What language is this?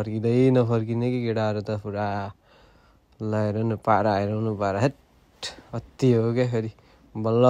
Nepali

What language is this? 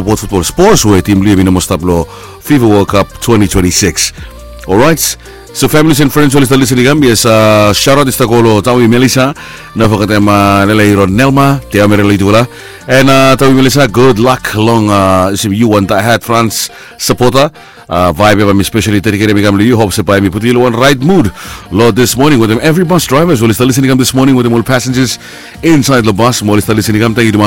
Bislama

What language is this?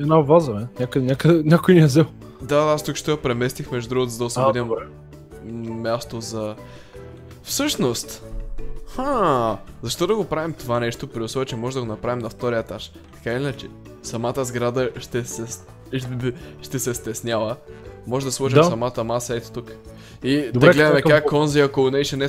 Bulgarian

